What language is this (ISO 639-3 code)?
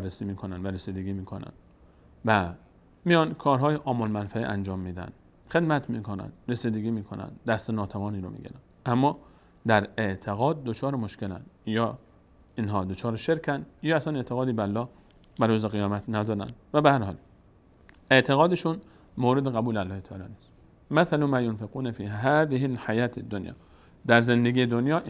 fas